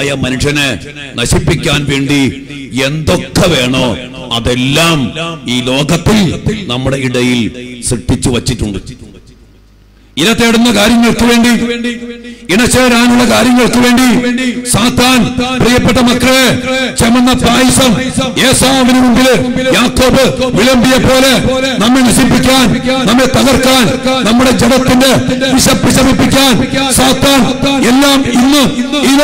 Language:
Malayalam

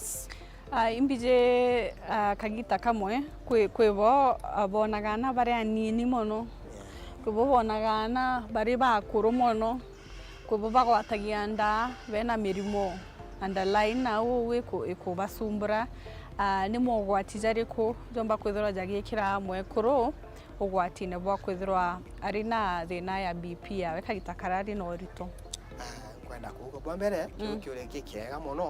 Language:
Meru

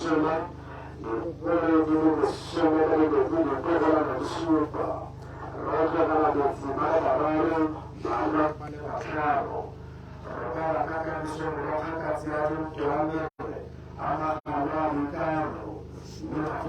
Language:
Tswana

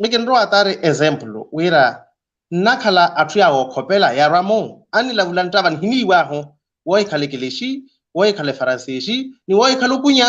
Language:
Makhuwa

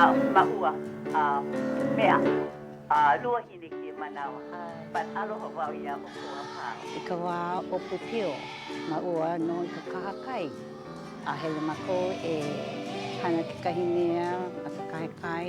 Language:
Hawaiian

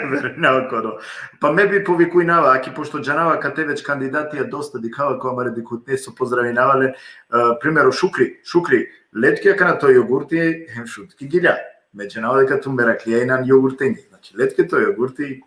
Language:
Balkan Romani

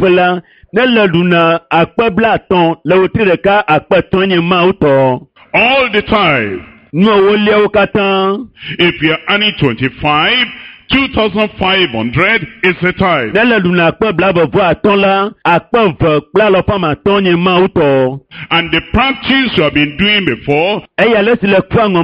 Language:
Ewe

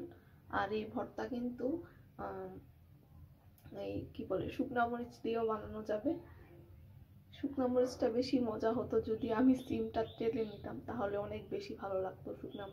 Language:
Bangla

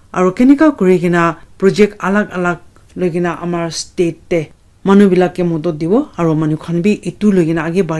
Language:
Naga Pidgin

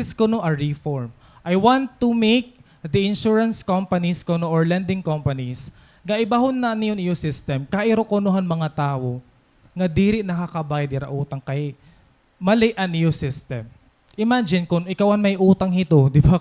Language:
Waray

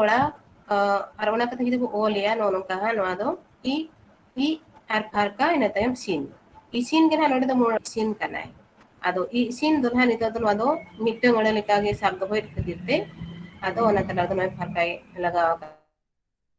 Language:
Santali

